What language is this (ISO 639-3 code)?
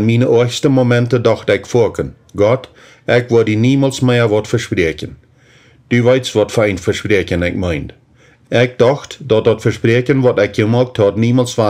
pdt